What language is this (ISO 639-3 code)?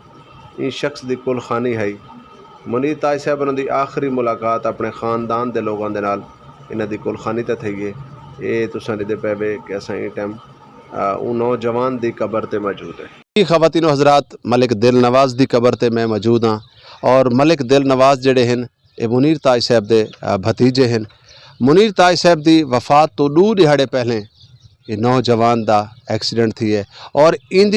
skr